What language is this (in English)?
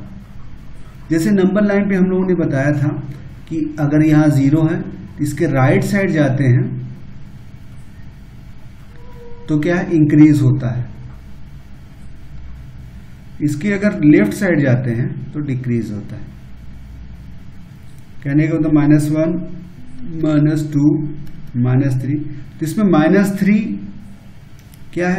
Hindi